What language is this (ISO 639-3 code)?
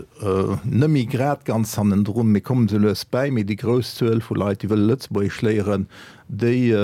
ltz